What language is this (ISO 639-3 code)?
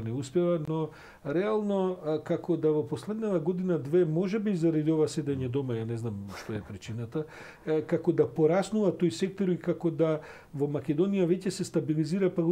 mkd